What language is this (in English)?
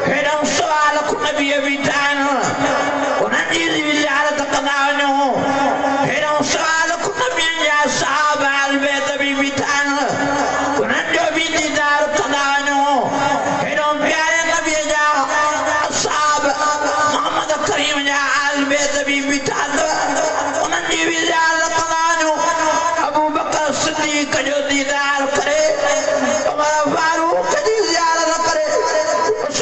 Sindhi